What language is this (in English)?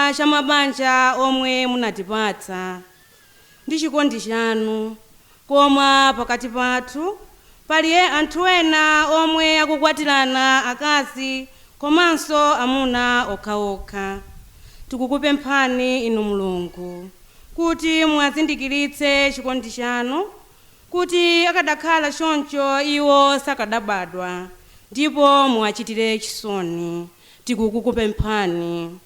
Nyanja